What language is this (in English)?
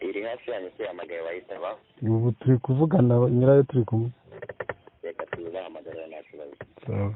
Kinyarwanda